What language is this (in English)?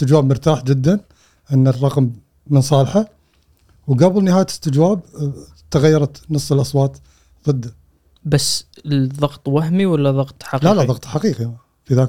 Gulf Arabic